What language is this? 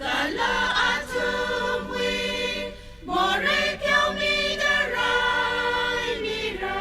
Tangkhul Naga (India)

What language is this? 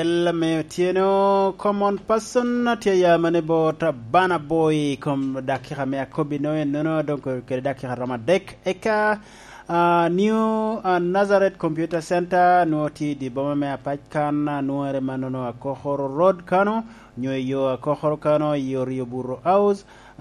Lango (Uganda)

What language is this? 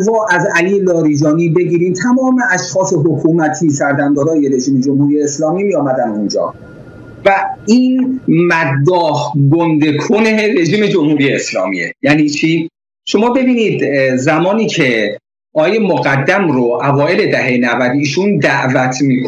Persian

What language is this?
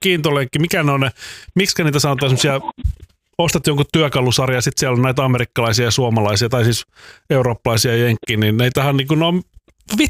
Finnish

